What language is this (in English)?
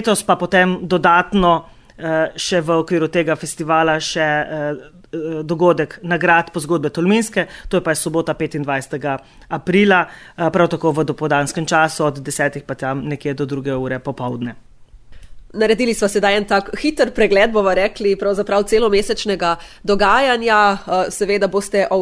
Slovenian